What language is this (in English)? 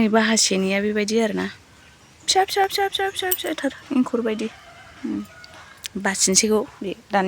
Bodo